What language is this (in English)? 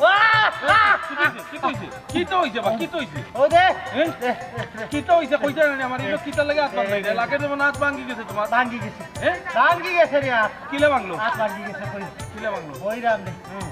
Sylheti